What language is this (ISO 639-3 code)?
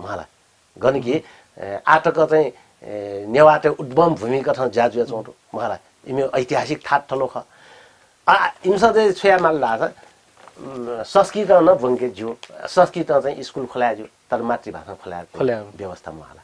new